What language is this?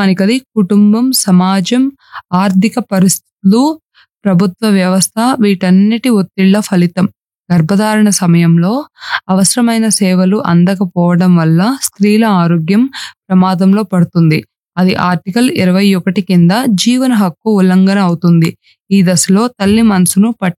Telugu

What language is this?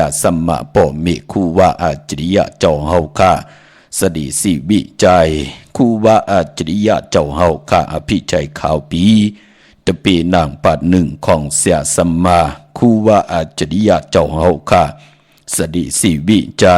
Shan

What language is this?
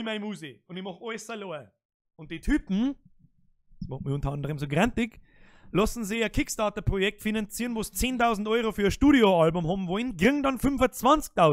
Bavarian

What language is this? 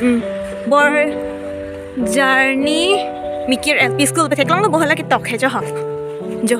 Karbi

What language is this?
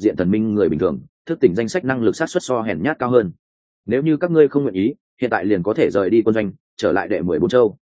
Vietnamese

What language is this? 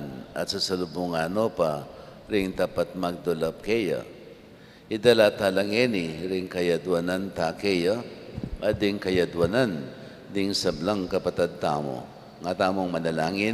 Pampanga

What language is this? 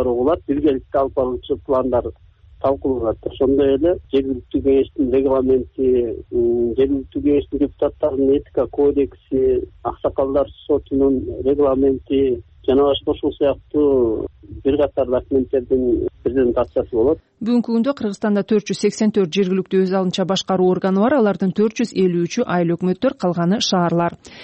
Kyrgyz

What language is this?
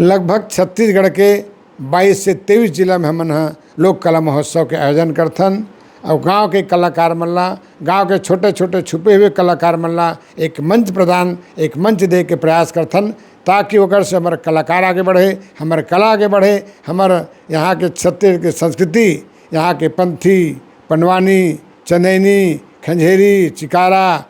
Chhattisgarhi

